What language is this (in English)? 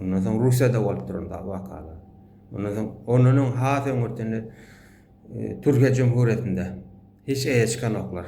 Turkmen